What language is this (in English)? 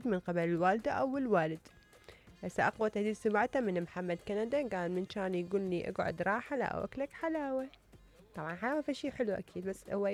Mesopotamian Arabic